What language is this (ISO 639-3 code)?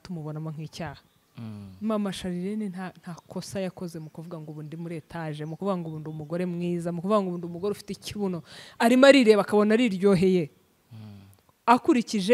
kin